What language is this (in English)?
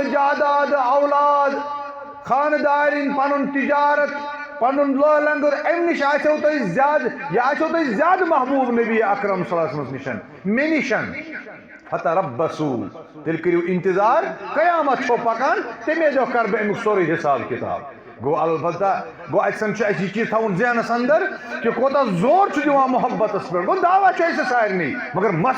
Kashmiri